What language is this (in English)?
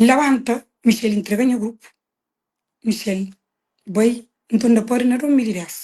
Kabuverdianu